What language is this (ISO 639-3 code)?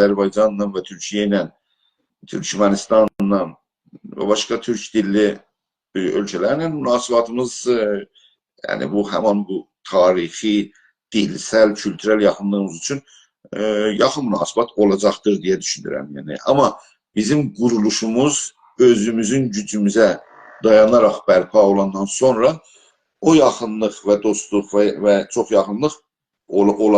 azb